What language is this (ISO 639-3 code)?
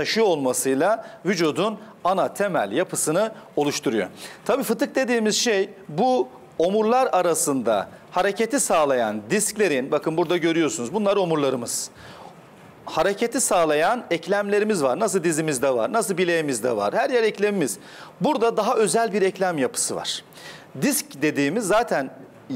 tur